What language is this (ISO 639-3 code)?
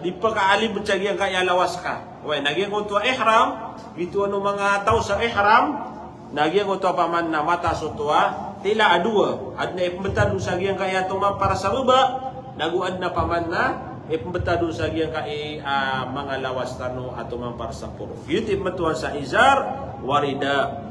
mrw